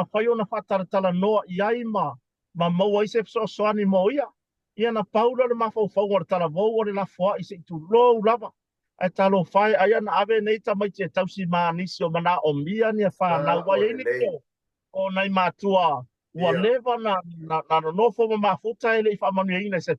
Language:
Samoan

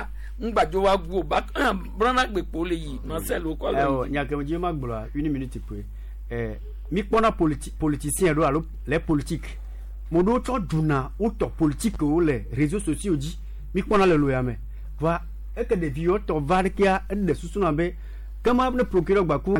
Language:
Gen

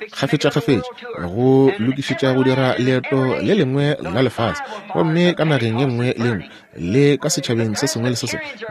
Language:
Northern Sotho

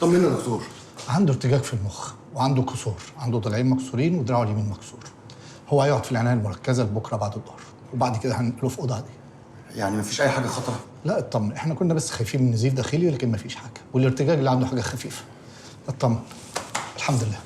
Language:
Egyptian Arabic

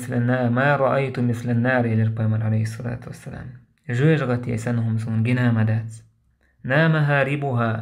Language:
Chechen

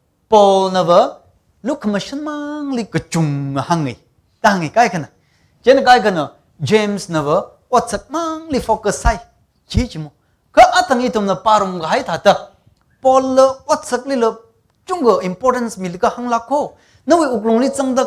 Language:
Tangkhul Naga (India)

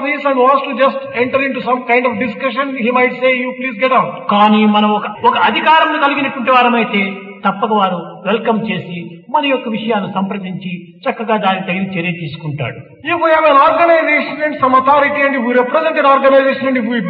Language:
Telugu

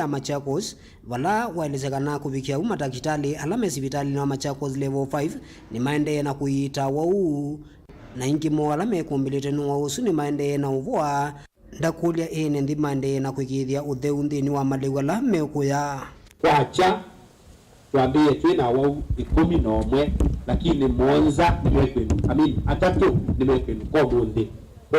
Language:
Kamba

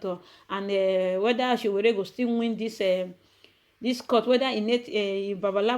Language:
Nigerian Pidgin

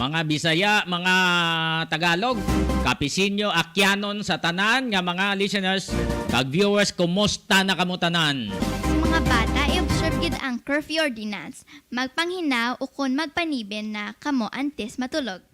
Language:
Hiligaynon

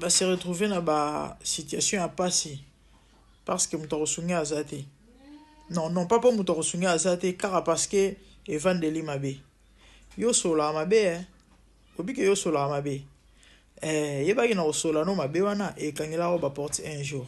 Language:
Lingala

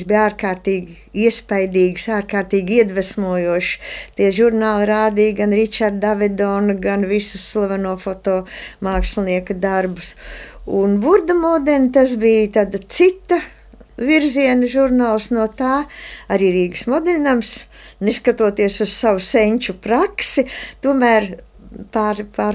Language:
Latvian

